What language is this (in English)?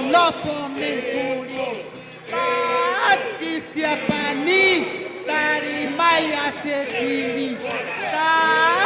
Tongan